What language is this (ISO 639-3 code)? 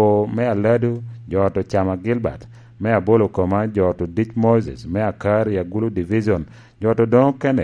laj